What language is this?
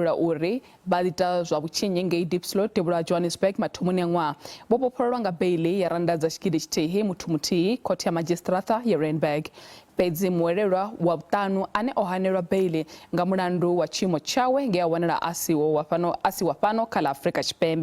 Venda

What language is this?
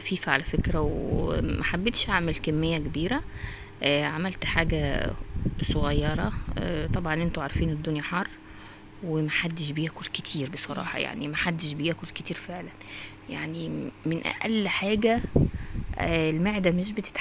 Egyptian Arabic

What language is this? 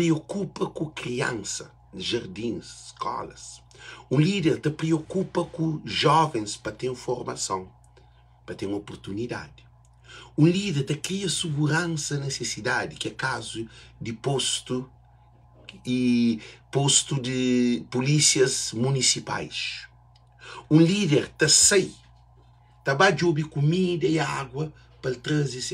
Kabuverdianu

